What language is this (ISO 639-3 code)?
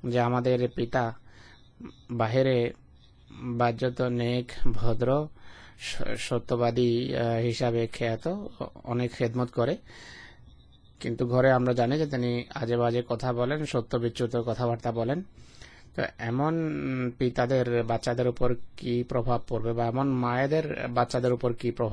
ben